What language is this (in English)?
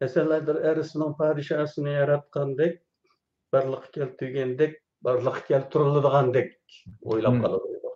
Uyghur